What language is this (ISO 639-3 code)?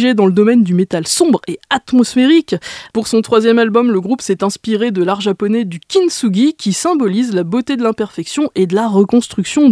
fra